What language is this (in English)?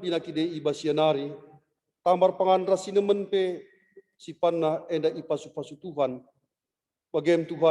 Batak Karo